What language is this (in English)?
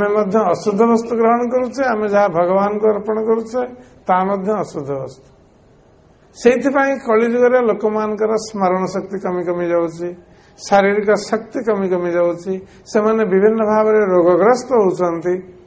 Odia